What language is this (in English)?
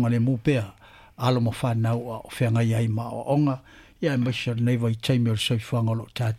Samoan